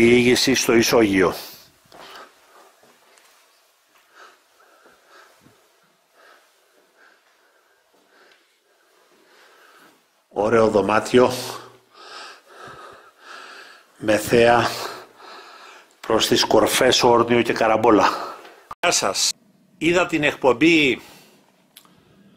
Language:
Greek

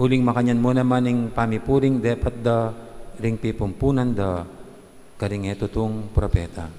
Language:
Pampanga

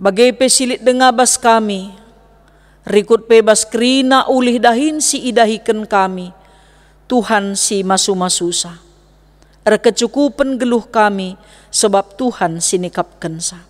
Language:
Batak Karo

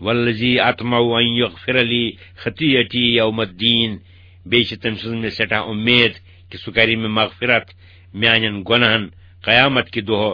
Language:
Kashmiri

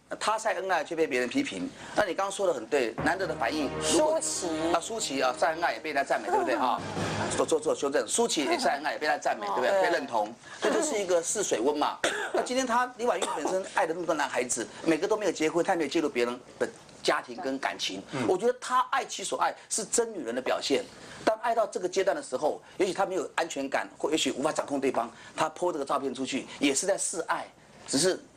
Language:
Chinese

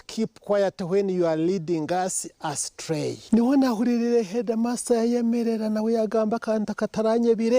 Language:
Nyankole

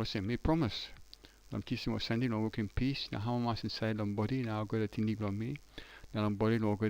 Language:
Tok Pisin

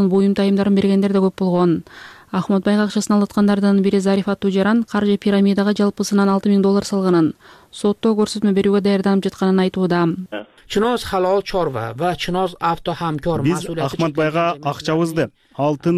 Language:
Kyrgyz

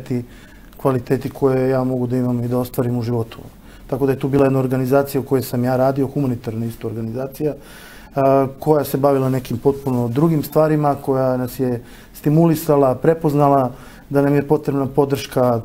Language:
Serbian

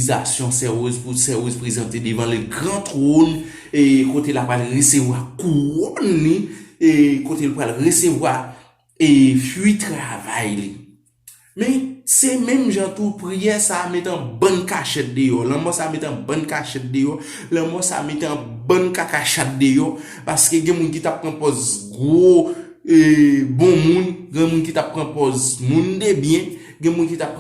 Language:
Haitian Creole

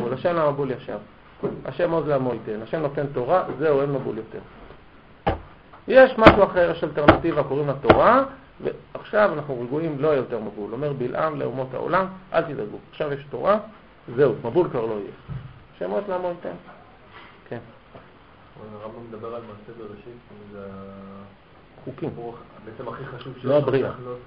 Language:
Hebrew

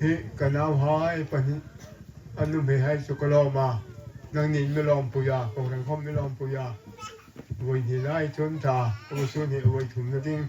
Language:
Hmar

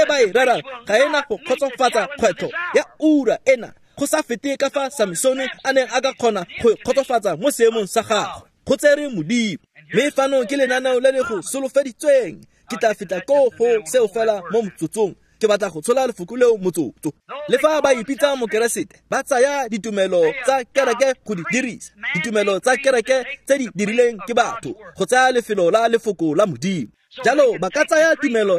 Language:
Tswana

